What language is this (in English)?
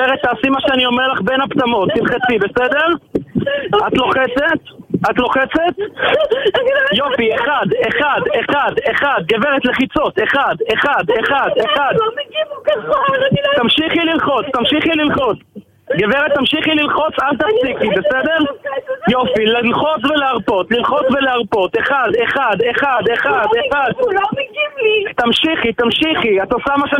Hebrew